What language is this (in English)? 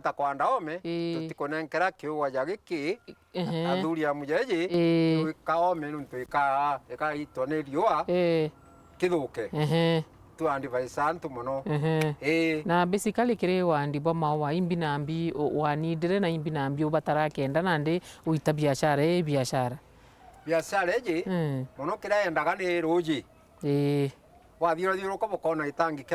Meru